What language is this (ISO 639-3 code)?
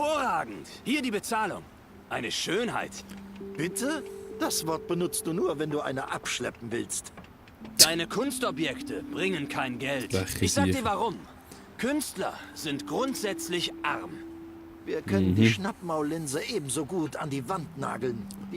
gsw